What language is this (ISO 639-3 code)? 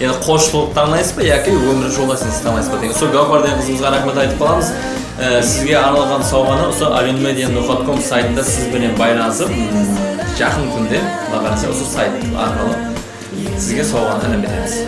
kaa